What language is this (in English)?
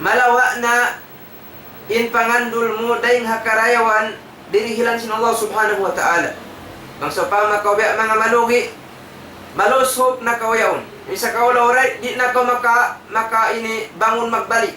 Tausug